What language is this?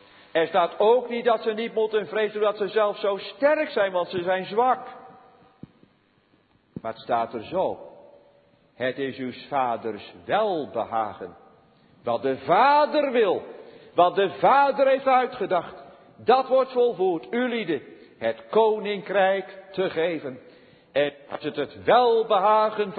Dutch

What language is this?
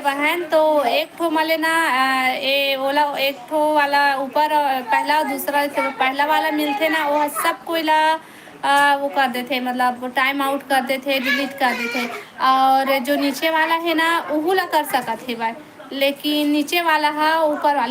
Chhattisgarhi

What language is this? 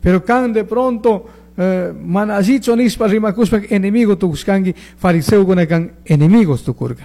Chimborazo Highland Quichua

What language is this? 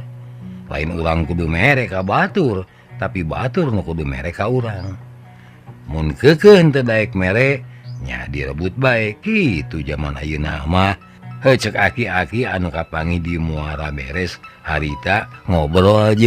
Sundanese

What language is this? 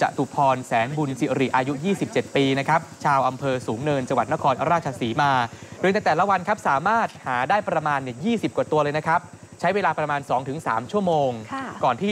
Thai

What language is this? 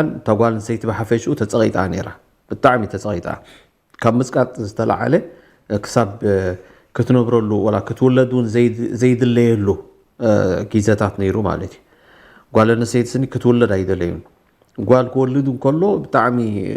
Tigrinya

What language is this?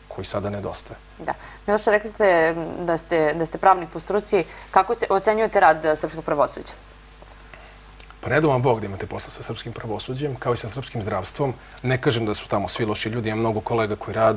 Serbian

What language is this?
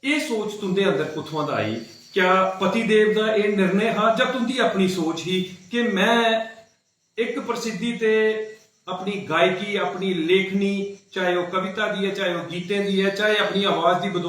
Dogri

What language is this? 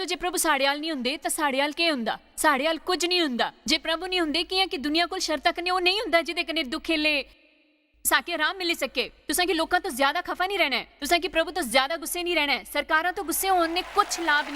Dogri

